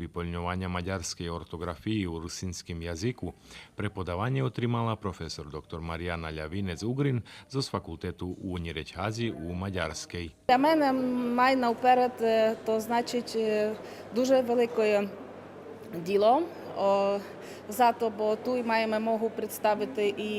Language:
Rusyn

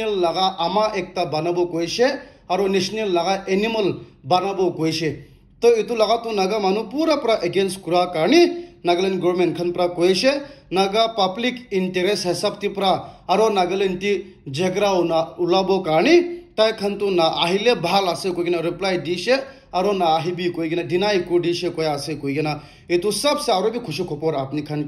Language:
Naga Pidgin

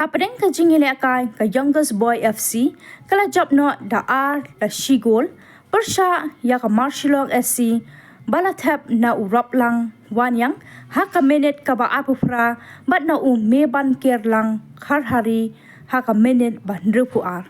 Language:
Khasi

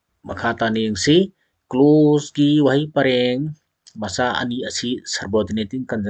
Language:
Manipuri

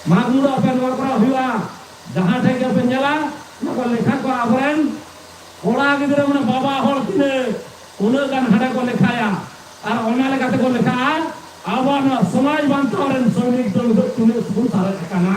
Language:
Santali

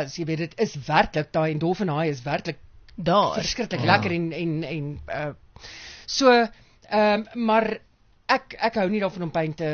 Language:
Afrikaans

